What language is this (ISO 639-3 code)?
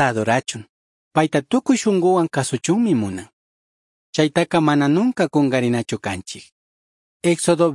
qug